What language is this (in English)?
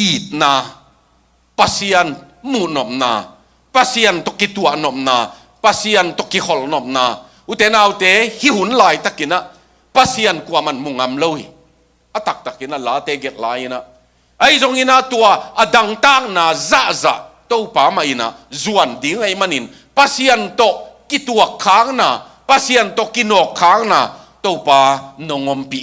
Tedim Chin